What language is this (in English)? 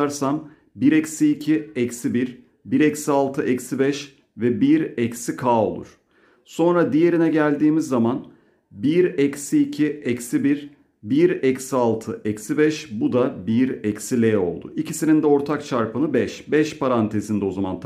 Turkish